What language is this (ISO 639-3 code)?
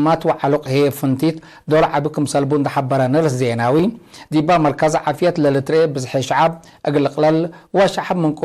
tig